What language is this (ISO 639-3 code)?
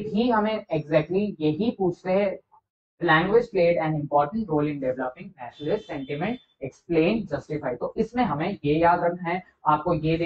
hin